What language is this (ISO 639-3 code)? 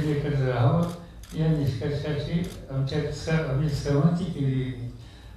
mar